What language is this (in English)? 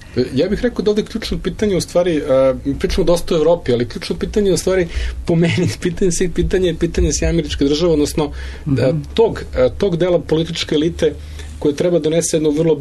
Serbian